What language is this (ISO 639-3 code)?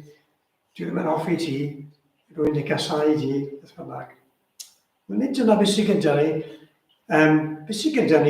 cym